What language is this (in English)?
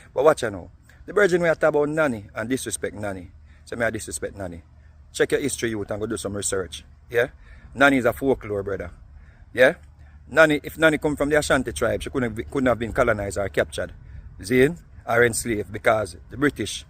Jamaican Creole English